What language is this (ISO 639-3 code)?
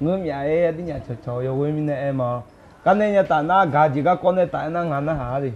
ahk